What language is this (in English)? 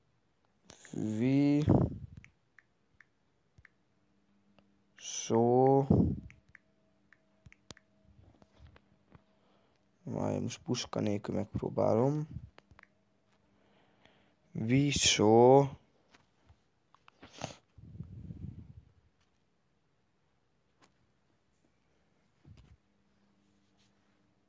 Hungarian